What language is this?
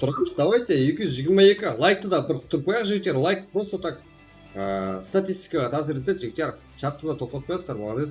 Kara-Kalpak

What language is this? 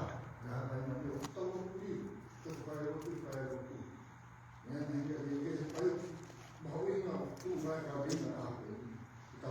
Tongan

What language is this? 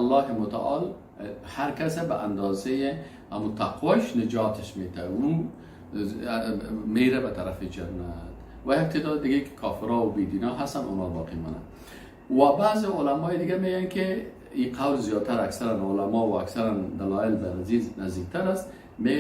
Persian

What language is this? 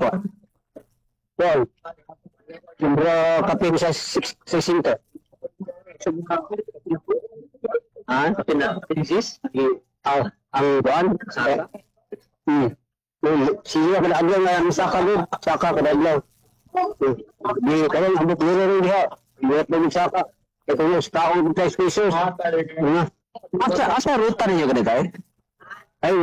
Cebuano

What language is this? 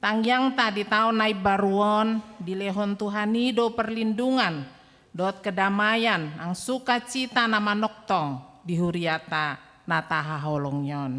Batak Toba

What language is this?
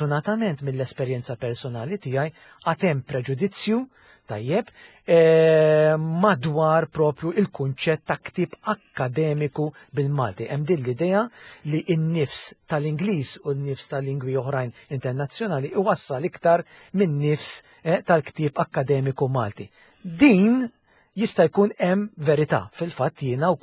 Maltese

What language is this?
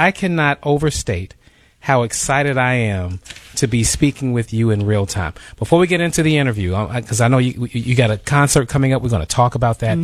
English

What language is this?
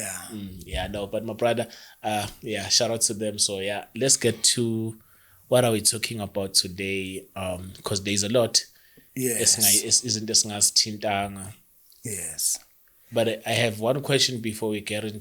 Zulu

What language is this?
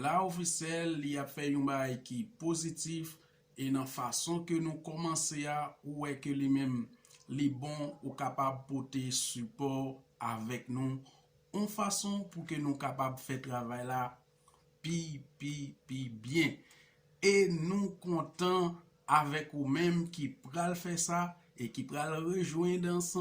Haitian Creole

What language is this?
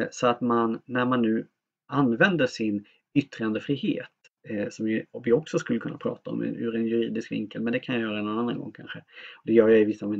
Swedish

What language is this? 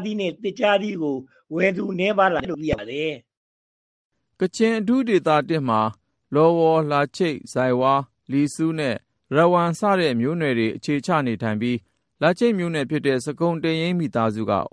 Burmese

